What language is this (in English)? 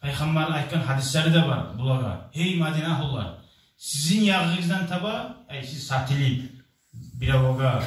Kumyk